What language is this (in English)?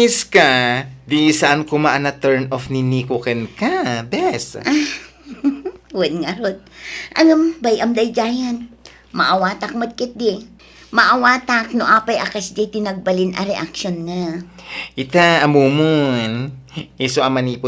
Iloko